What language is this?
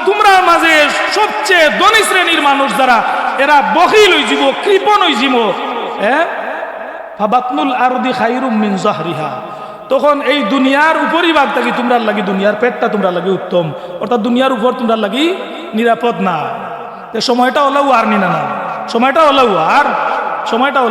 Sylheti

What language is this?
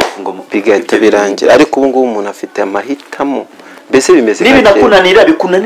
Kinyarwanda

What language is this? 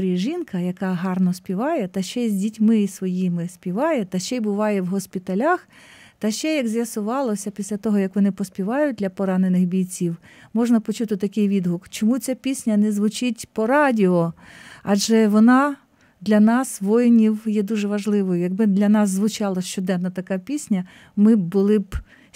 Ukrainian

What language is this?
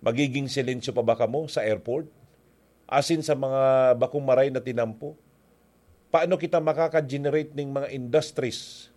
Bikol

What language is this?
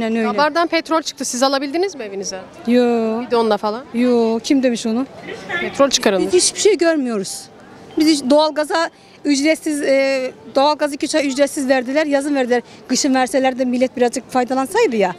Turkish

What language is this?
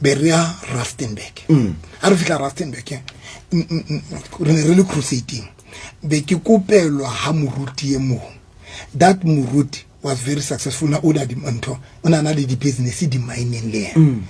Southern Sotho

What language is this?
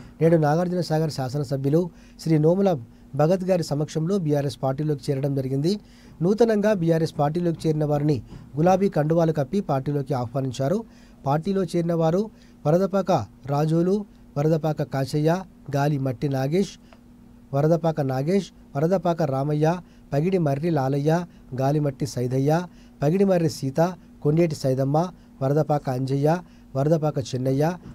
Telugu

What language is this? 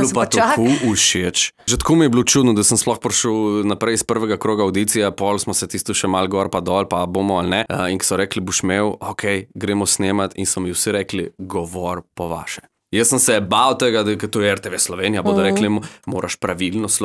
Slovenian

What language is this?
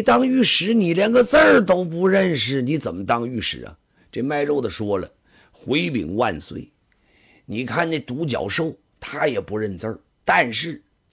Chinese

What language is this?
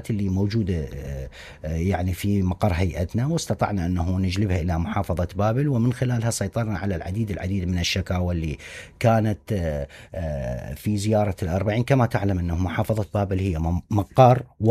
Mesopotamian Arabic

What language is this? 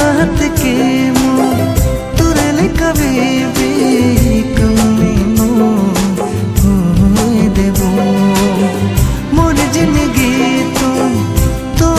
Sadri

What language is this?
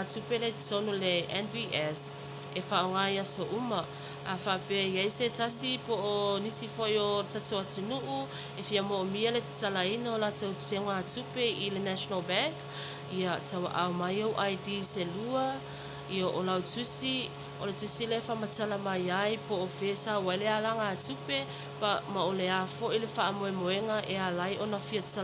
Samoan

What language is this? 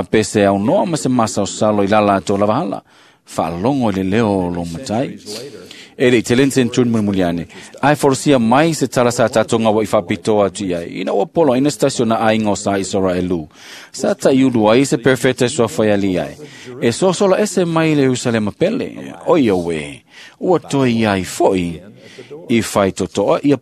Samoan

